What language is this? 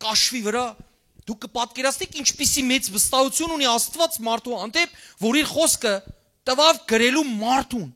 Western Armenian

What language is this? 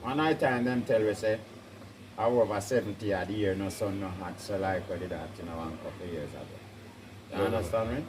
Jamaican Creole English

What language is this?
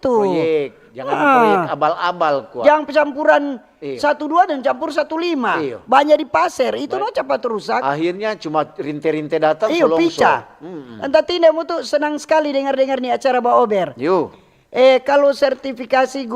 Manado Malay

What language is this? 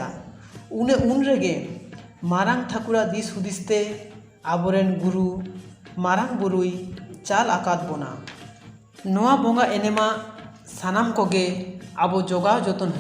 Santali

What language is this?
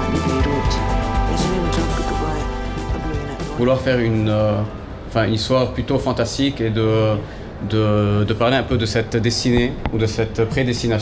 French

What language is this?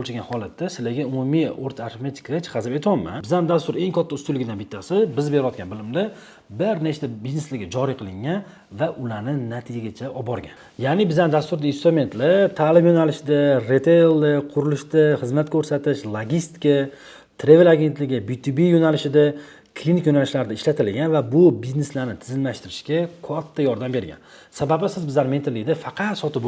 Uzbek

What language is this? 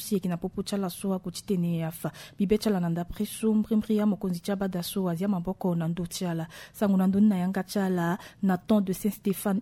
Sango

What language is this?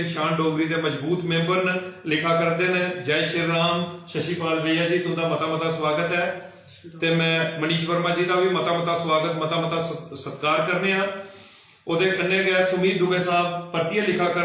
Dogri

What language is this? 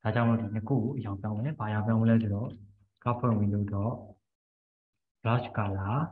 Burmese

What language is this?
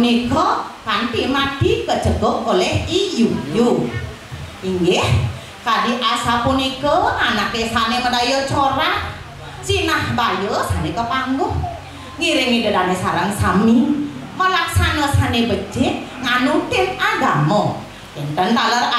Balinese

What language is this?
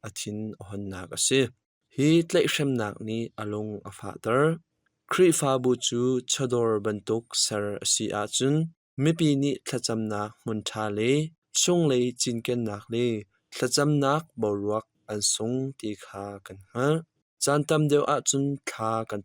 Hakha Chin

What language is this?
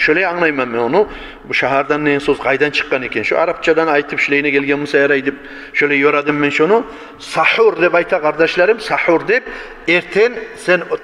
Kumyk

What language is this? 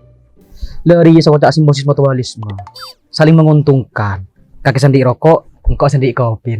Madurese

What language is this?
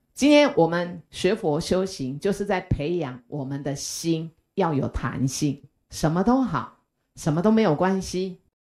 Chinese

